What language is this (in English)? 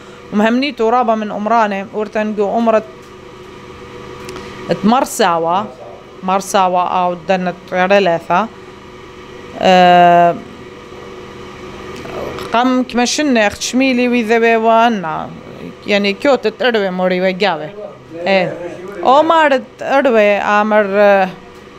Assyrian Neo-Aramaic